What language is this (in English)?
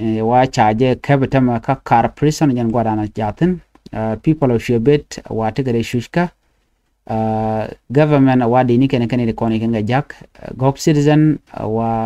Nuer